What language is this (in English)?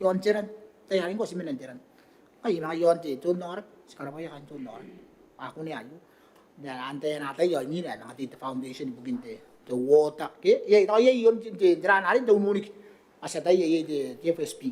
Gilbertese